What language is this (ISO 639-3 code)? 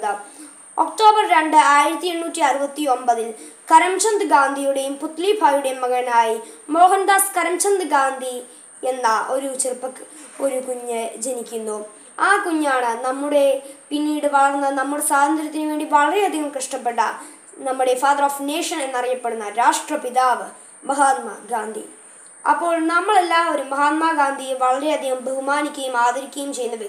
mal